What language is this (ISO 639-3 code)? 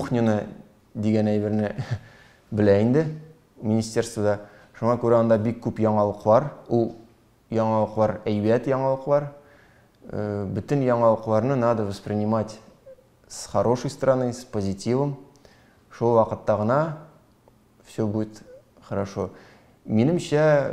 tat